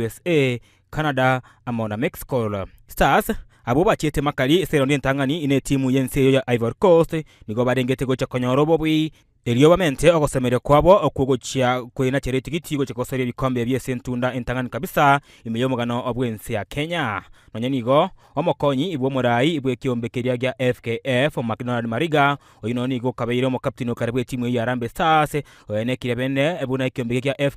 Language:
Gusii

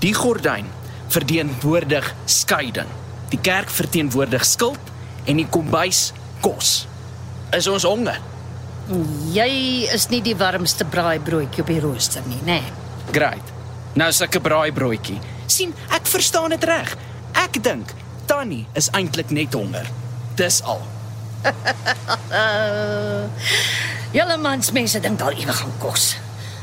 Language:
Afrikaans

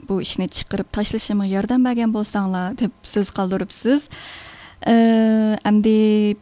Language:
Uyghur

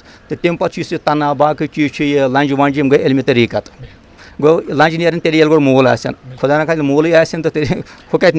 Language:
Kashmiri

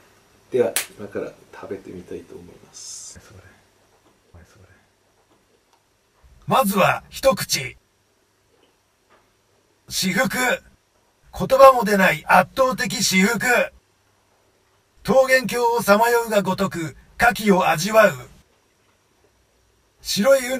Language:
Japanese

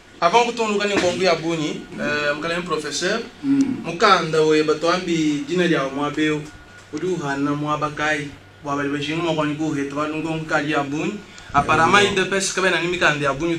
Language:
Luba-Lulua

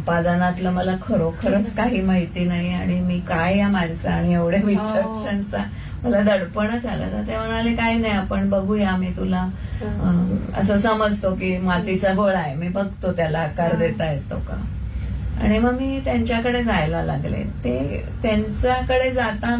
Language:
Marathi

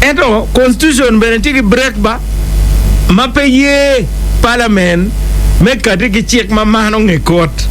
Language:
Acoli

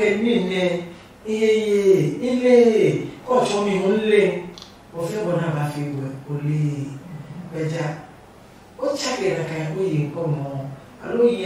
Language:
Adangme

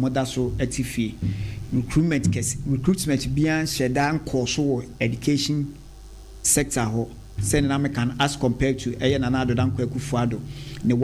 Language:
Akan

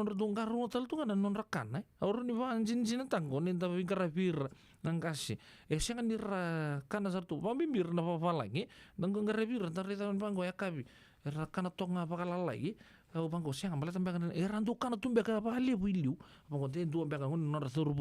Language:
Fijian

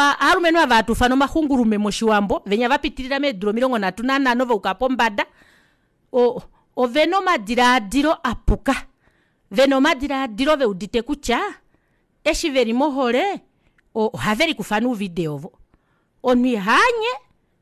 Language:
Kuanyama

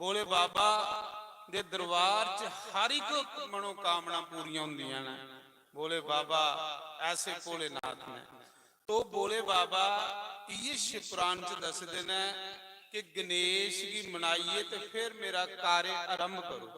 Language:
Dogri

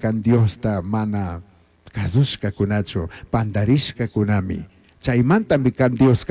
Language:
Chimborazo Highland Quichua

